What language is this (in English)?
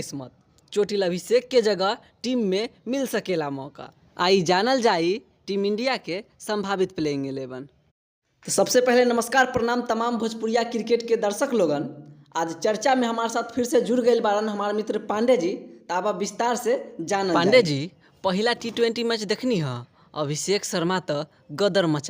Bhojpuri